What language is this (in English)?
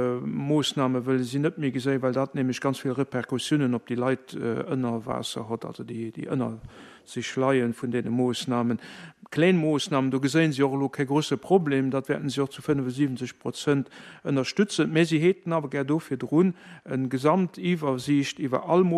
Luxembourgish